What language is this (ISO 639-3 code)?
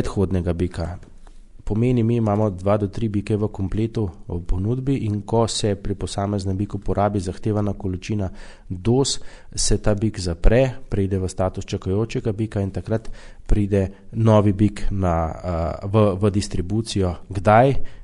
slv